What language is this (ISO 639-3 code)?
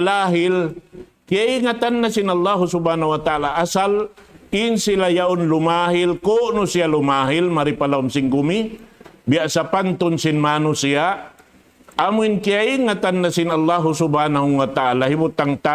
tsg